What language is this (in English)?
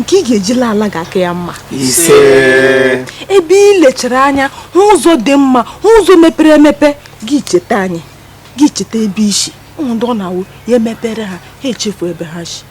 Igbo